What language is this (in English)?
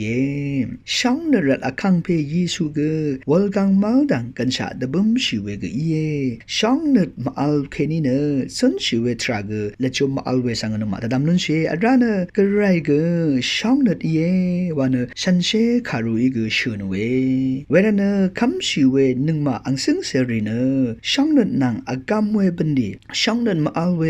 Rawang